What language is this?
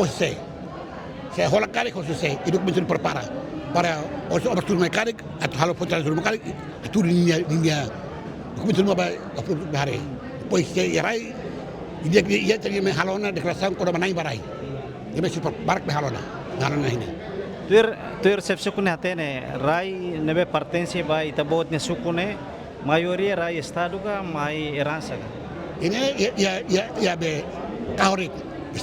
Tetum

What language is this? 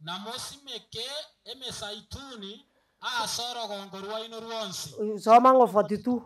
Gusii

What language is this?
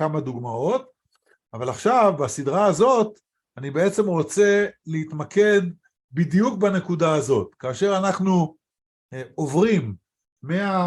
Hebrew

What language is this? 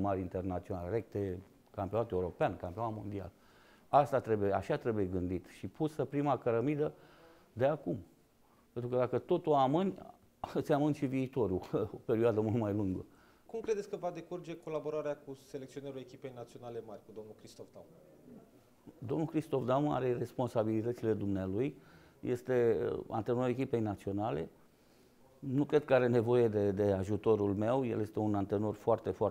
Romanian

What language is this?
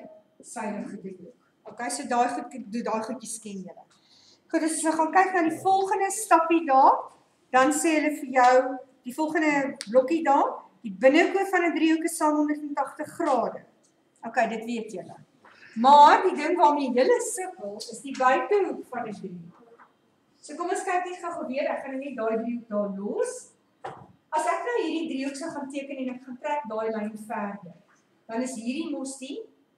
Afrikaans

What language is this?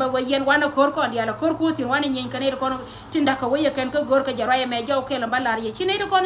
Nuer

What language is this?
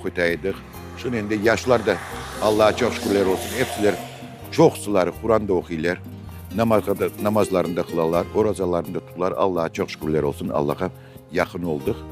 Crimean Tatar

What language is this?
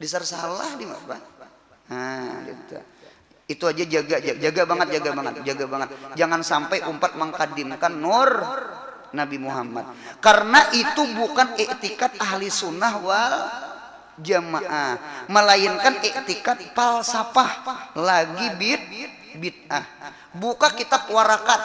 Banjar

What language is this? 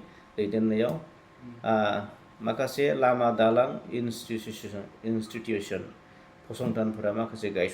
Bodo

